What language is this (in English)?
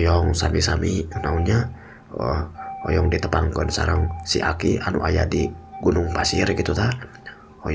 Sundanese